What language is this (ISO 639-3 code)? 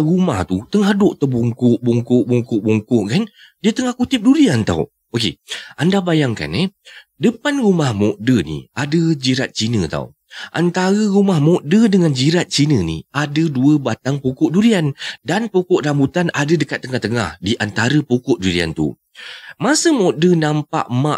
msa